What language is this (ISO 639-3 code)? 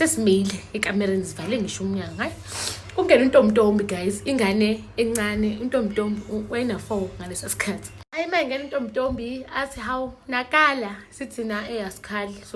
zul